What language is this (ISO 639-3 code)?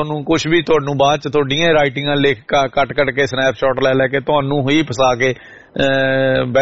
pan